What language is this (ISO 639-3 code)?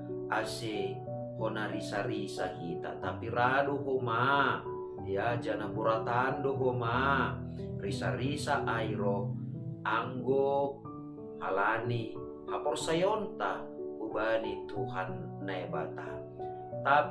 bts